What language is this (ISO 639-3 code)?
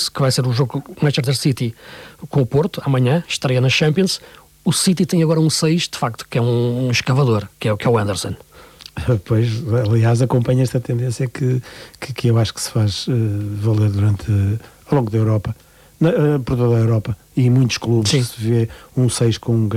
por